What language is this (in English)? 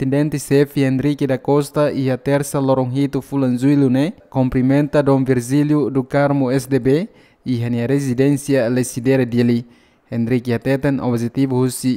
Tetum